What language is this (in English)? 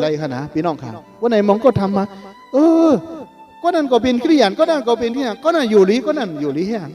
Shan